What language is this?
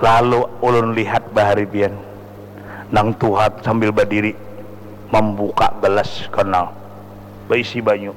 Banjar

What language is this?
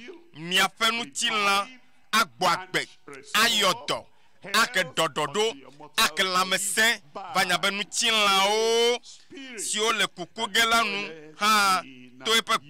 Ewe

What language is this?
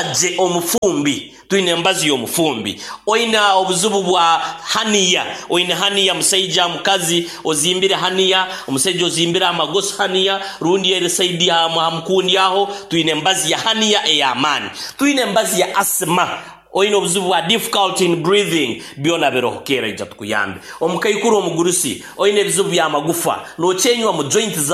Nyoro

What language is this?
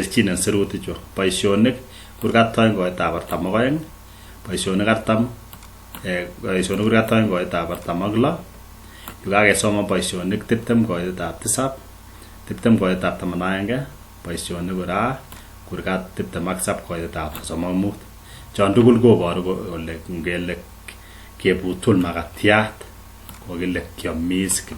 Kalenjin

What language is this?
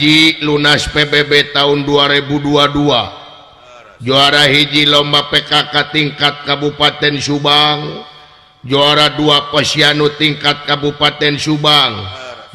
Sundanese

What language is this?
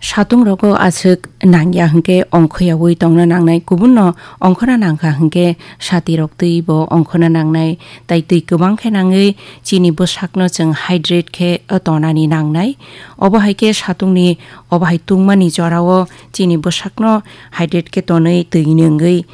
Kok Borok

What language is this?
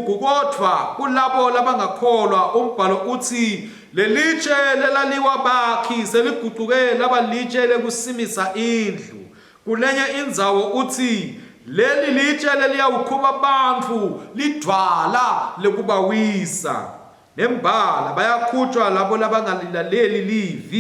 Swati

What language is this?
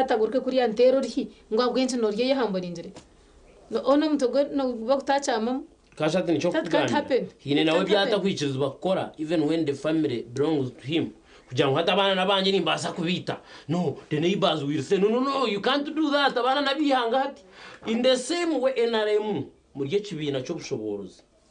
Nyankole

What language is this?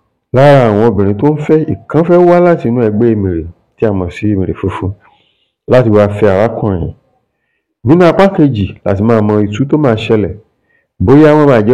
Yoruba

